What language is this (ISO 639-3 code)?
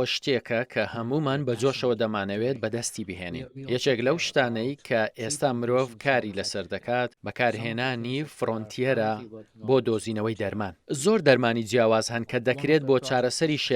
ckb